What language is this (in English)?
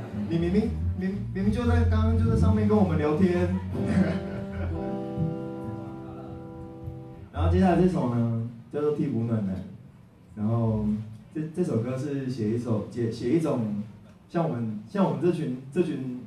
Chinese